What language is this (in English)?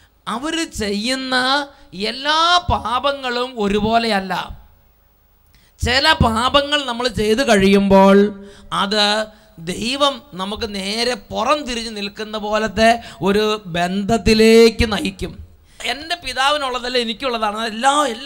Malayalam